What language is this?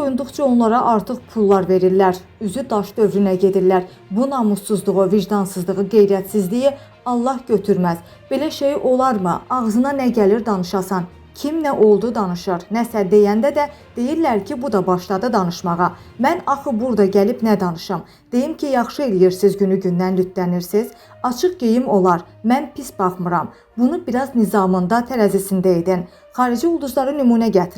Azerbaijani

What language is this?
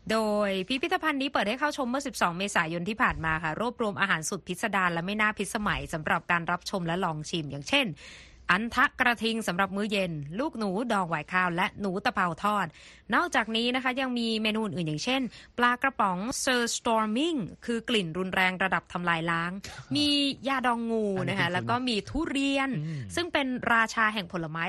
Thai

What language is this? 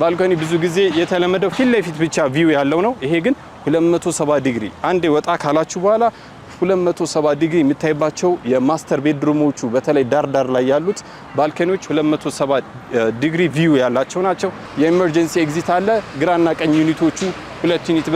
Amharic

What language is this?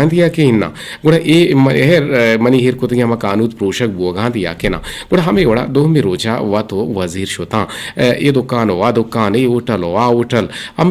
Eastern Balochi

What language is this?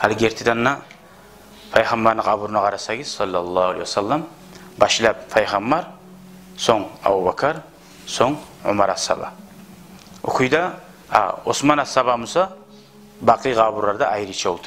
Kumyk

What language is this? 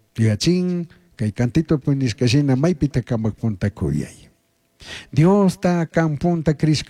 Chimborazo Highland Quichua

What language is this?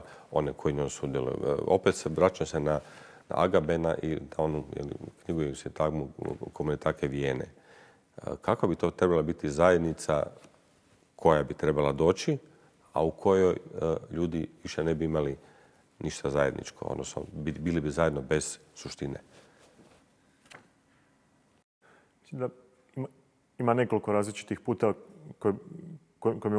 Croatian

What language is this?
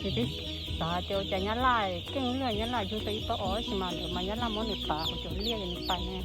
Hmong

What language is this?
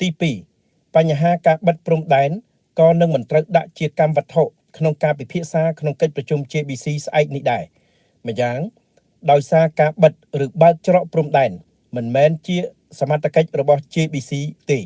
Khmer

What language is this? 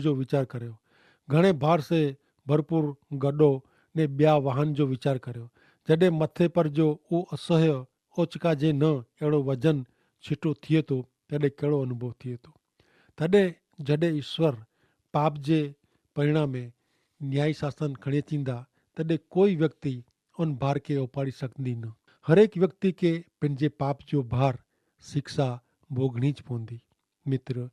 Kachhi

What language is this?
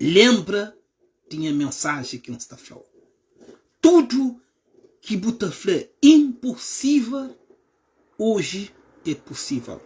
Kabuverdianu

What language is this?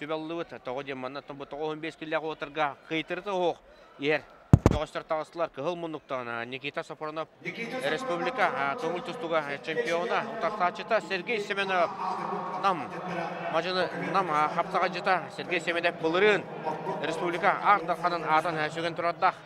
Yakut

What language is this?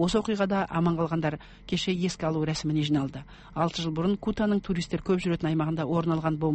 Kazakh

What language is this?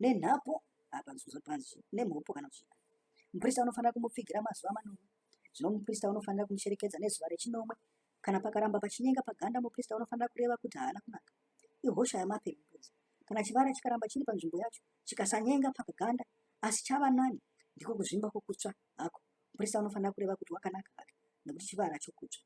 Shona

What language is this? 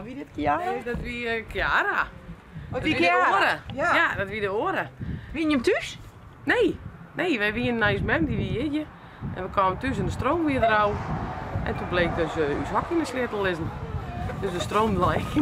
Western Frisian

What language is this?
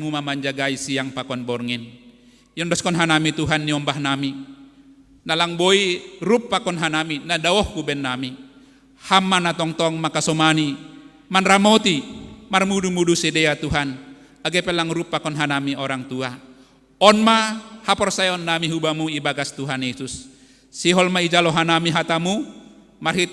Batak Simalungun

